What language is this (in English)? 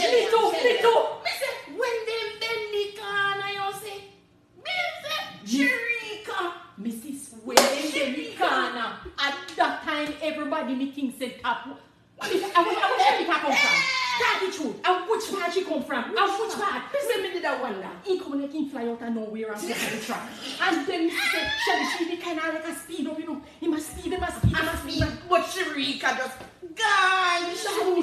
Jamaican Creole English